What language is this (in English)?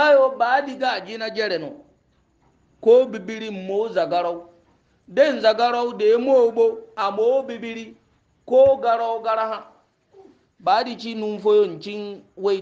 Hausa